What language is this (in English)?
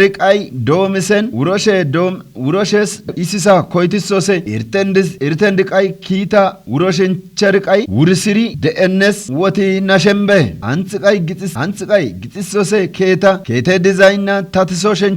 Kafa